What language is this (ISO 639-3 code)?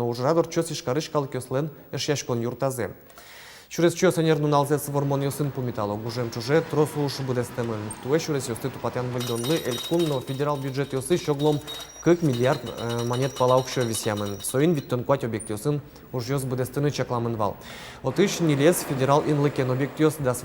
udm